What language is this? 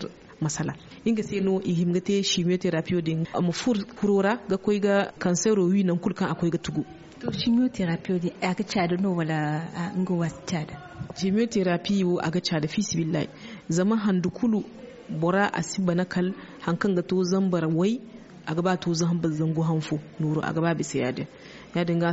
Zarma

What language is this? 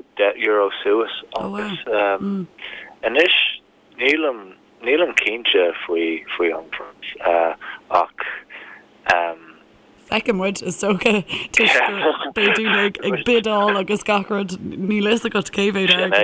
Irish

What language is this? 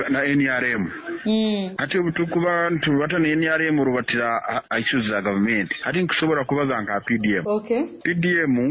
Nyoro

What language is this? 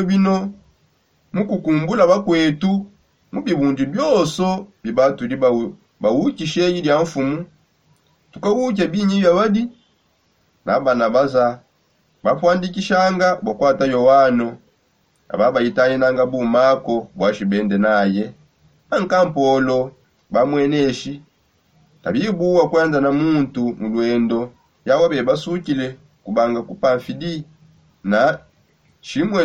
Songe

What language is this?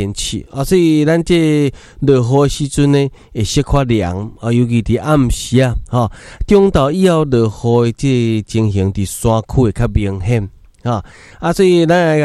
Min Nan Chinese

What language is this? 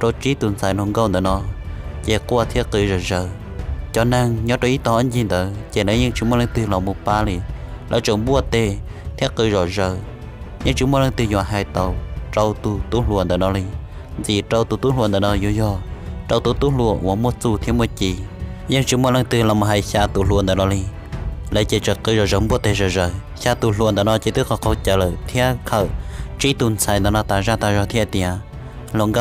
Hmong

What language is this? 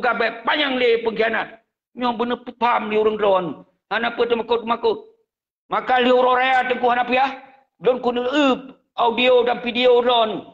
Achinese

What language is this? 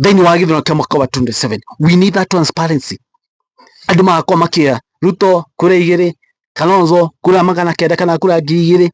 Kikuyu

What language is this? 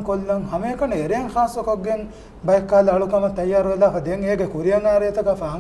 Divehi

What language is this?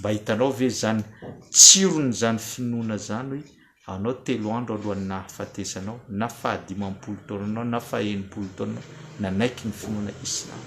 Malagasy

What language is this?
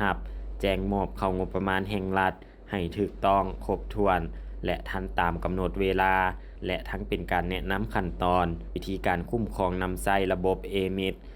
Lao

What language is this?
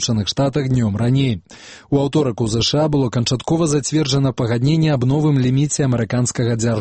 Belarusian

